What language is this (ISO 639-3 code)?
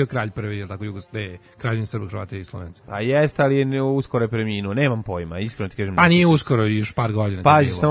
srp